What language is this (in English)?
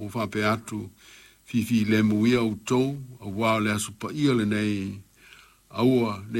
Samoan